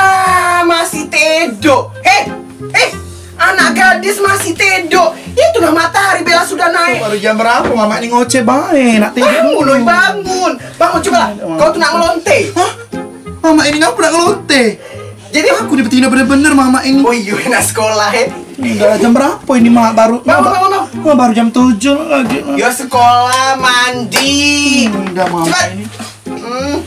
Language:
Musi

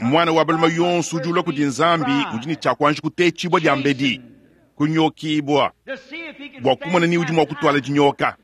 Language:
Luba-Lulua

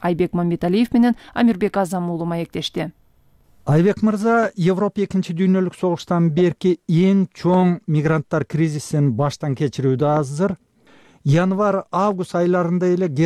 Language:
Kyrgyz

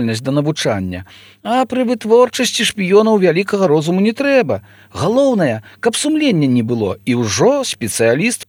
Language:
Belarusian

